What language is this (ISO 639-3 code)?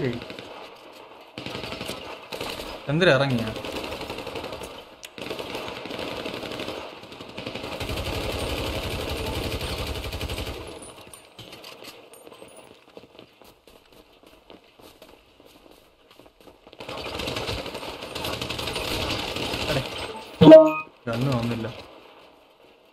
mal